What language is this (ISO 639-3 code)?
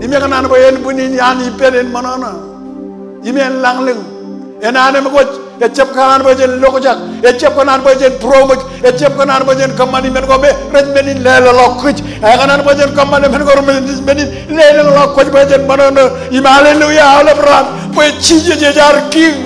mah